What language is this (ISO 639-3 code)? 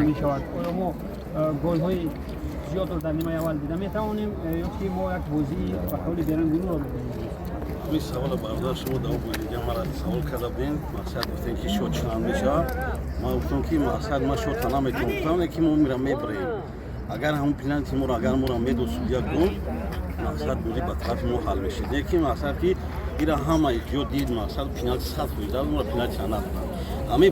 tgk